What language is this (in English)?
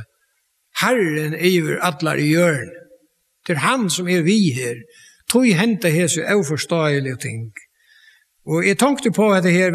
Faroese